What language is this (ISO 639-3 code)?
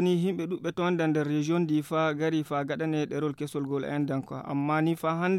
fuv